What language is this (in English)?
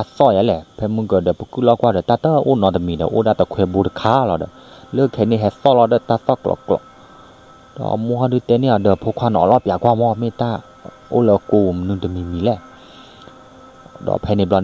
S'gaw Karen